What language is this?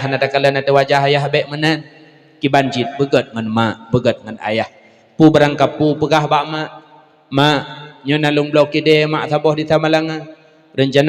Achinese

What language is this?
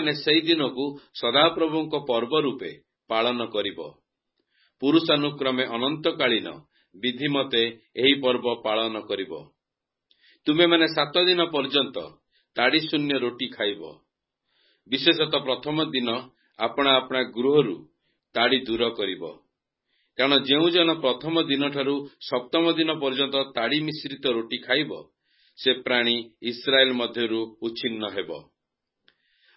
Odia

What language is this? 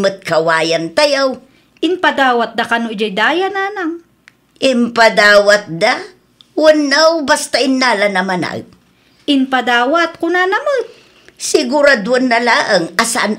Iloko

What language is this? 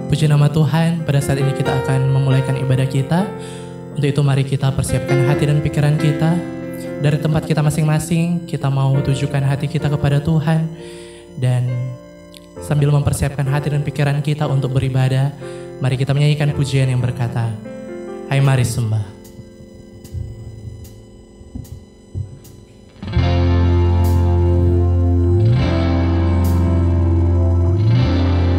Indonesian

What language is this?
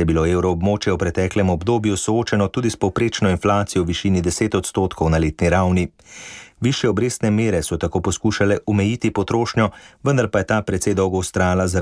Slovenian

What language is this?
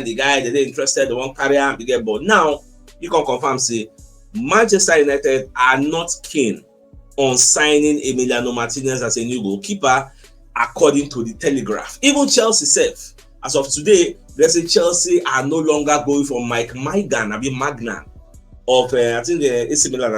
Nigerian Pidgin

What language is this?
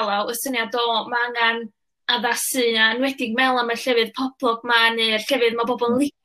Welsh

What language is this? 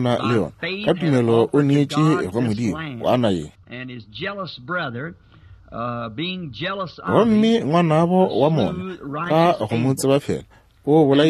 Northern Sotho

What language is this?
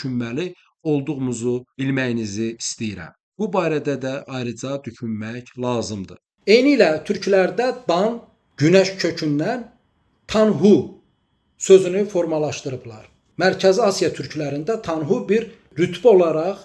Azerbaijani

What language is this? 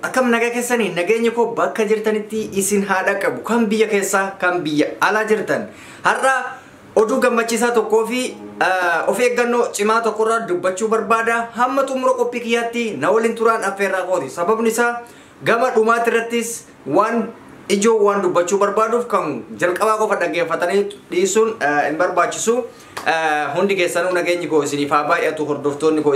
Oromo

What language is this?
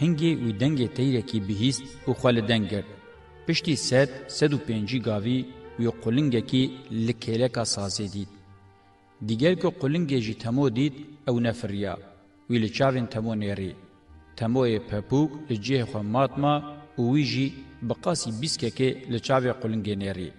Kurdish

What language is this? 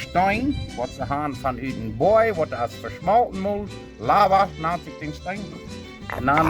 Plautdietsch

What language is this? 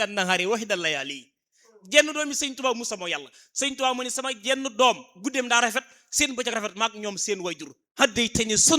Wolof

